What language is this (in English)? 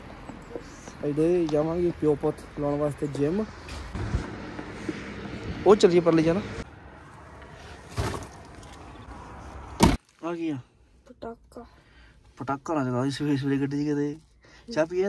Punjabi